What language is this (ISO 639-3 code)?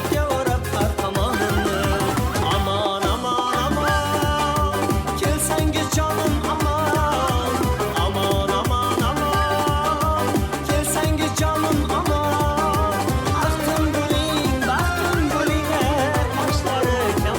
kaa